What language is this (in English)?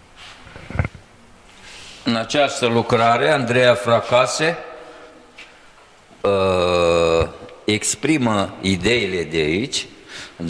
Romanian